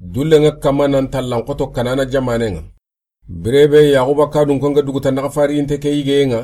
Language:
Soninke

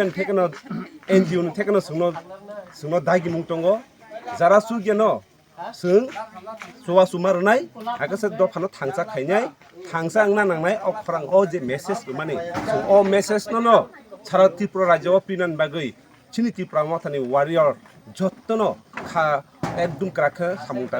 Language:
Kok Borok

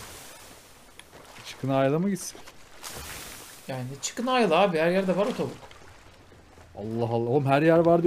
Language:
Turkish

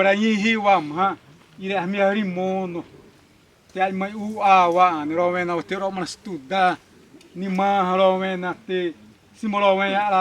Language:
Xavánte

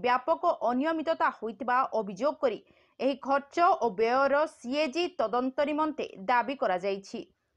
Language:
Odia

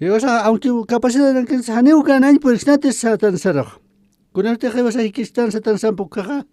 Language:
Aymara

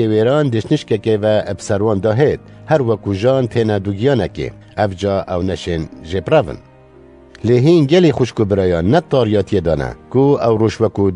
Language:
Kurdish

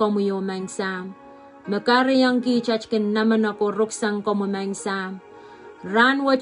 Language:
Pohnpeian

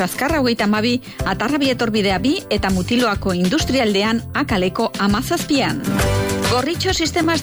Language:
Basque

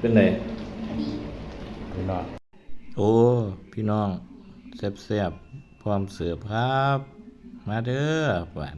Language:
Northeastern Thai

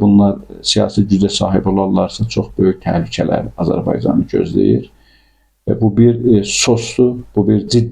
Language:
Azerbaijani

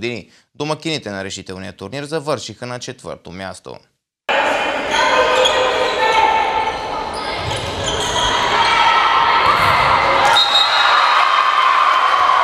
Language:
Bulgarian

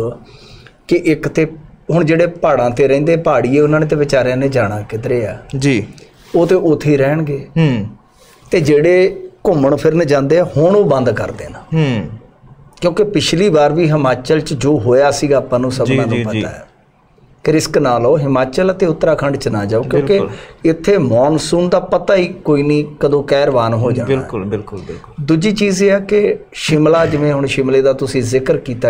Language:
Punjabi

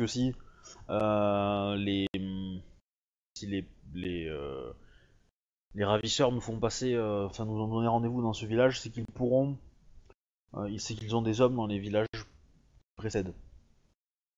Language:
French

